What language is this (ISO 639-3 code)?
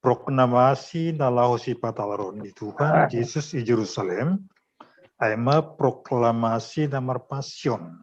bts